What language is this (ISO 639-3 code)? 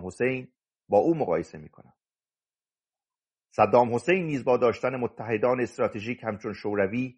fas